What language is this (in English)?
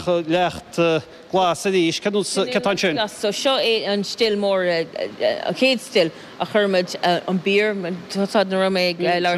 Irish